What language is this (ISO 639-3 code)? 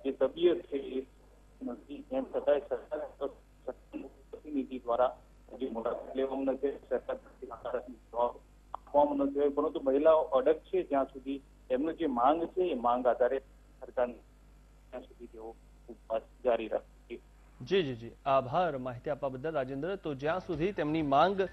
guj